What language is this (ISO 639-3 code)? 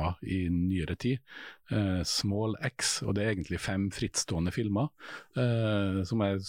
nor